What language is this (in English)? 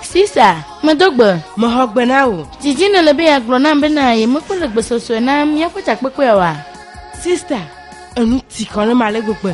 Ewe